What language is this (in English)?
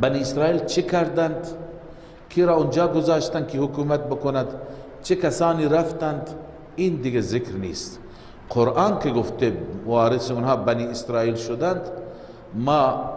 Persian